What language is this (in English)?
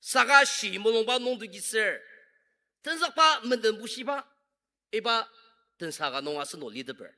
Ao Naga